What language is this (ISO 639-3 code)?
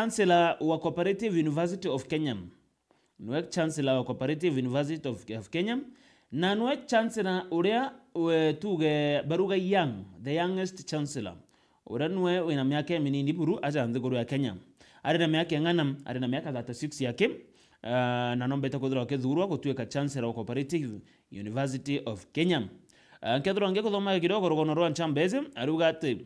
mer